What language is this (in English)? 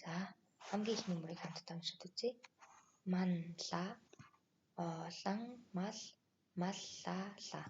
Mongolian